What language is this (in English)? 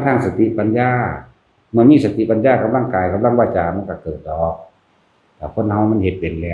Northeastern Thai